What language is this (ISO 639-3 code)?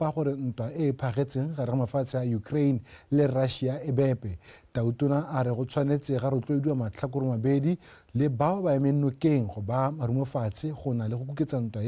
tsn